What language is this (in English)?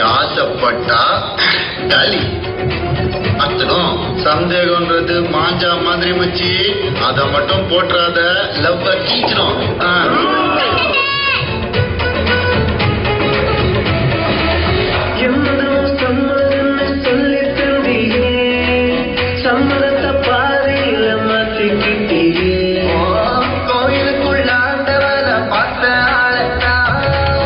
Tamil